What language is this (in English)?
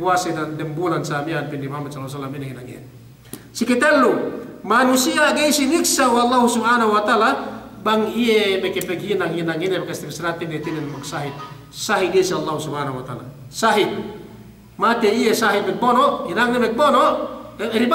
Yakan